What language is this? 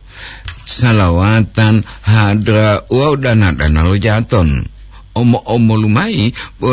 Gorontalo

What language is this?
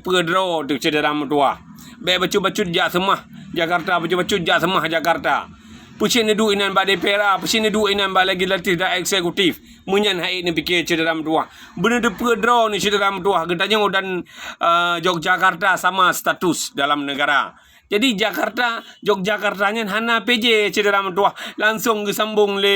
Achinese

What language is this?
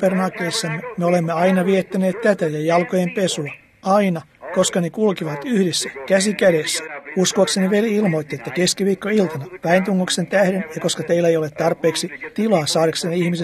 Finnish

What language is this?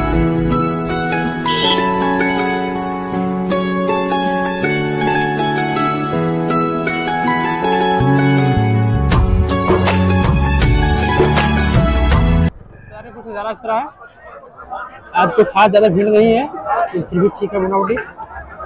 Hindi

